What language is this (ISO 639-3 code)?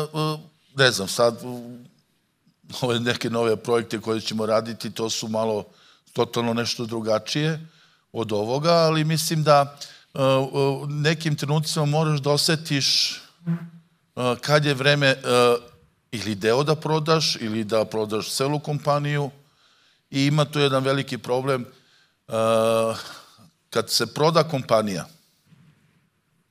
srp